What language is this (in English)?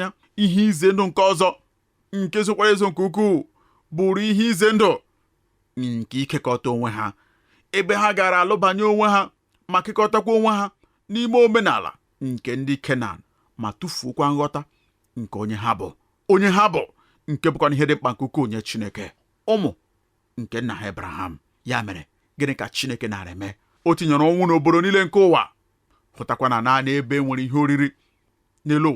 Igbo